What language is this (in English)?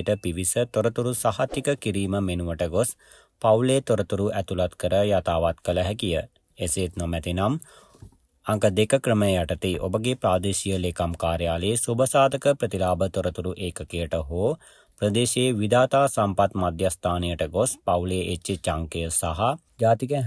Sinhala